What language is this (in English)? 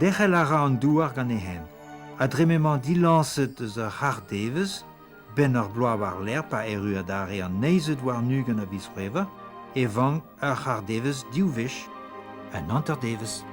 Breton